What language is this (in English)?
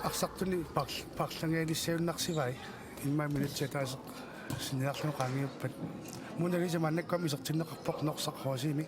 Kalaallisut